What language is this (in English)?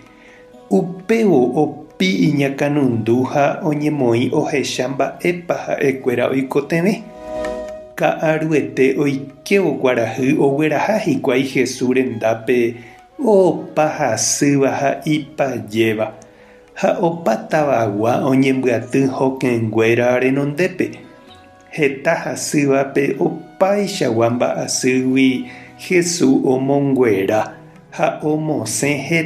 Guarani